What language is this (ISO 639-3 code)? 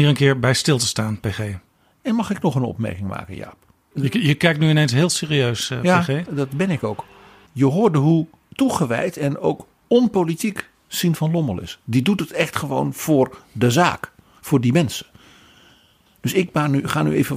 nld